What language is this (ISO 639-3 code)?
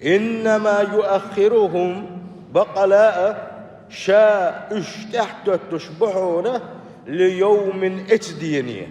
che